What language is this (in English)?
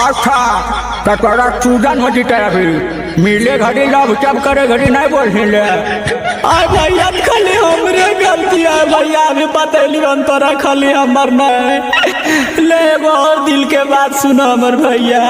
Magahi